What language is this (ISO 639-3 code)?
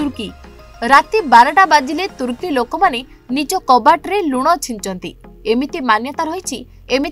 ori